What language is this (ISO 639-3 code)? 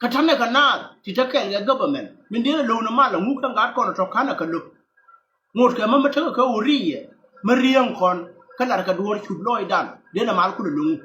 nus